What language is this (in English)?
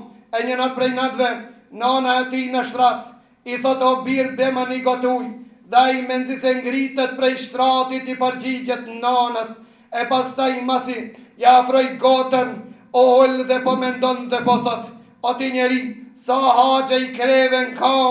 Albanian